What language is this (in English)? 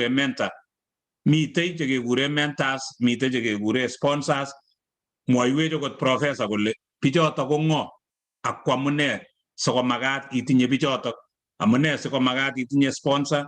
Kalenjin